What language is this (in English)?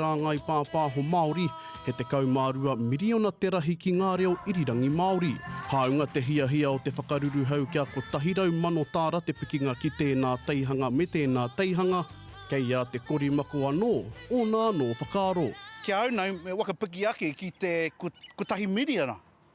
Māori